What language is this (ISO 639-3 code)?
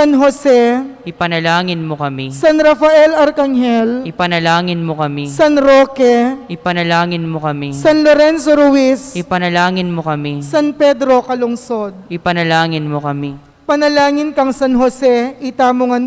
pam